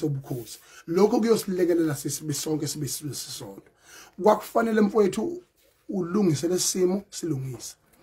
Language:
Zulu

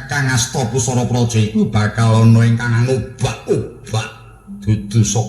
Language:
Javanese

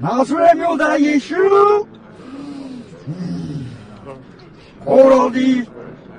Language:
Burmese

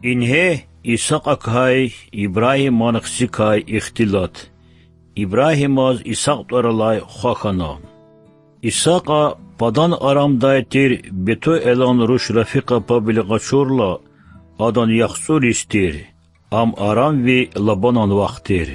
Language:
Lezghian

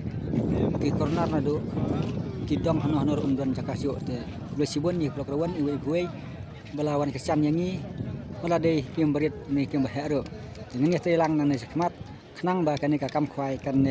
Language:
Khasi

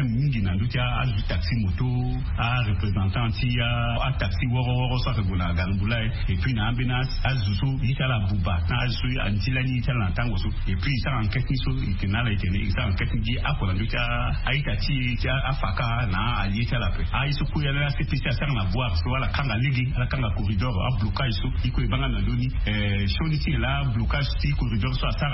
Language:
Sango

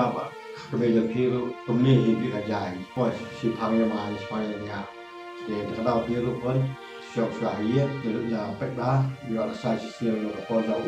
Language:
Khasi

